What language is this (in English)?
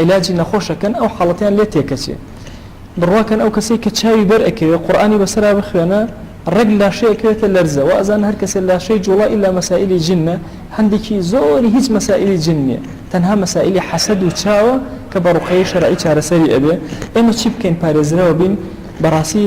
Central Kurdish